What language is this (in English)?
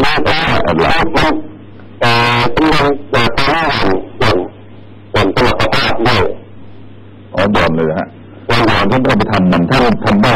Thai